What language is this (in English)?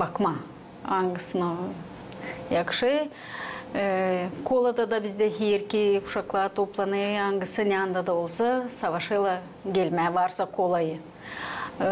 Gagauz